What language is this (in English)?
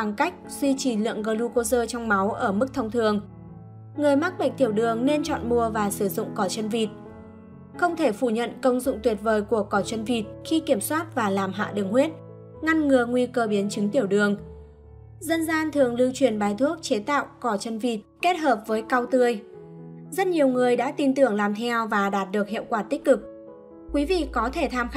Vietnamese